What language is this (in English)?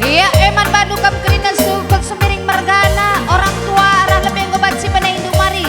Batak Karo